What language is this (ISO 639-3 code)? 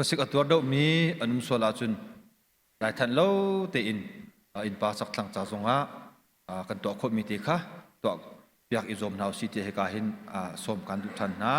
cnh